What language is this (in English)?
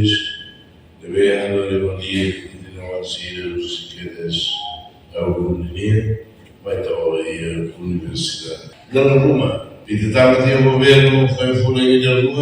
Tetum